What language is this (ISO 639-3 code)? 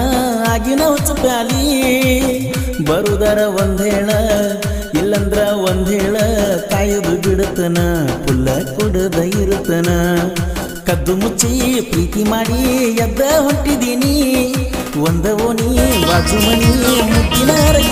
kan